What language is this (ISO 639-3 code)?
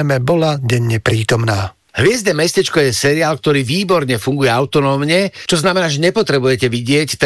slk